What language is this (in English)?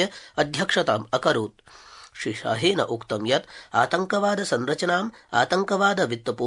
Sanskrit